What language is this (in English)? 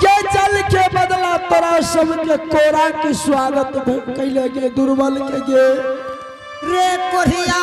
Angika